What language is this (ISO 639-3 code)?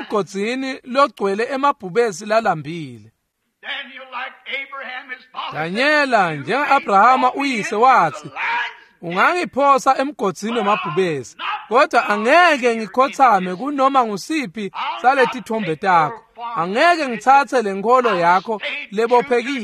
ssw